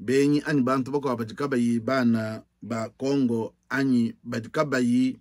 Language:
Luba-Lulua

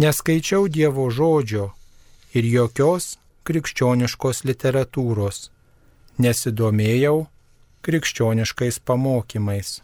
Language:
Lithuanian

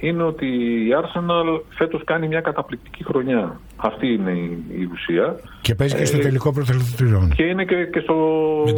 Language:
Greek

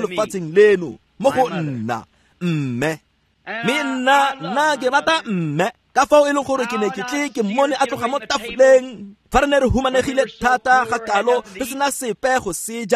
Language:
Tswana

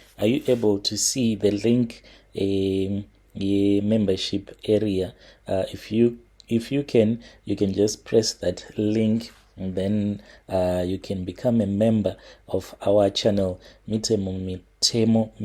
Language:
Shona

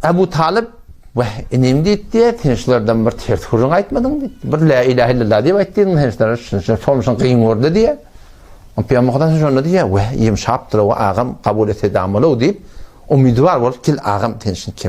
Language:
Turkmen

